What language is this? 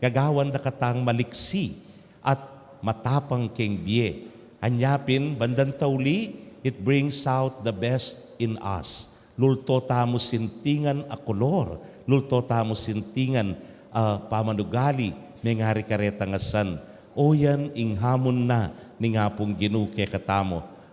Pampanga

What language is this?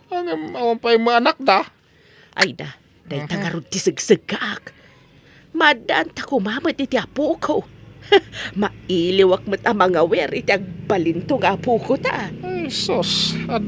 Iloko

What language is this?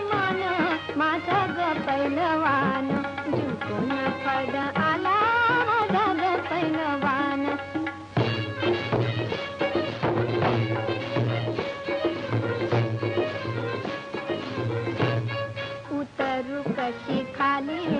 Marathi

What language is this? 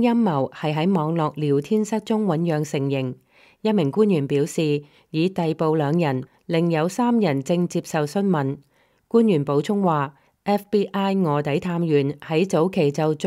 Cantonese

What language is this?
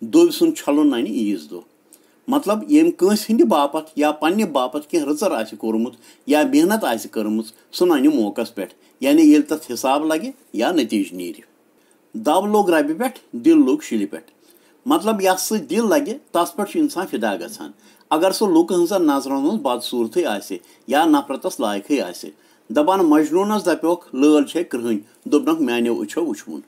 Kashmiri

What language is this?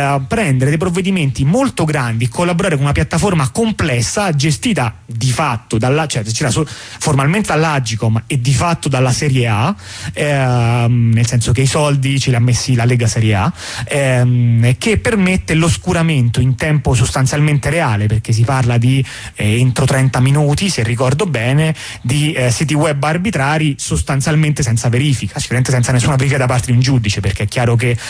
Italian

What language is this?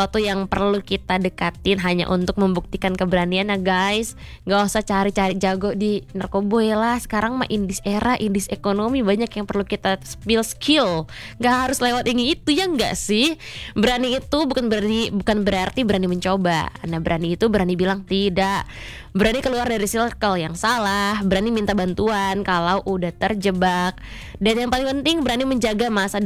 Indonesian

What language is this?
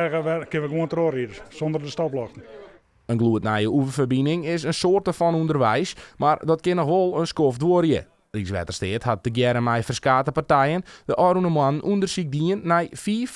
Western Frisian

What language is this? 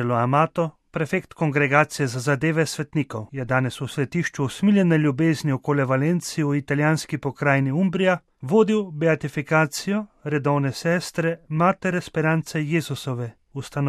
Slovenian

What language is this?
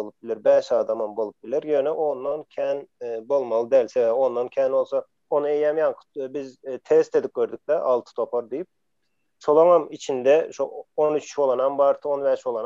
Turkmen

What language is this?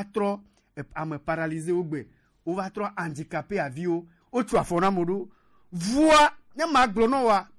Gen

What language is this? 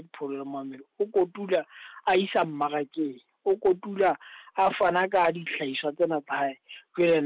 Southern Sotho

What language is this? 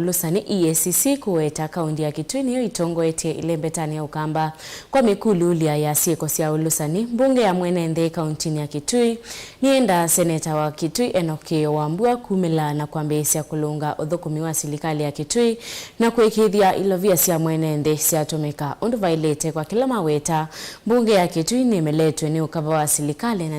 Kamba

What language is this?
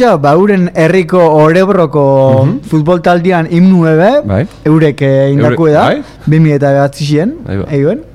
Basque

